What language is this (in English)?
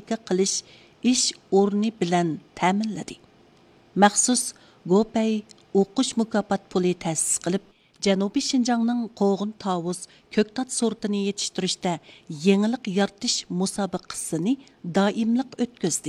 Uyghur